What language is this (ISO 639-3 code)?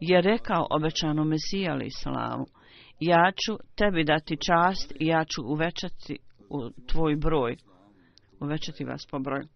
bos